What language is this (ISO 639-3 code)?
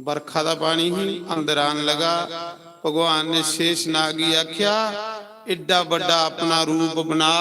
doi